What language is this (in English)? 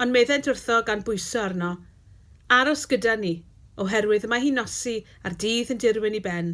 Welsh